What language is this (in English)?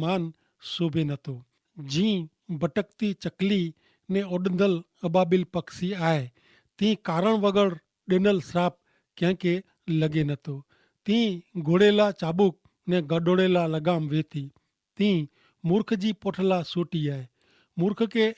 Kachhi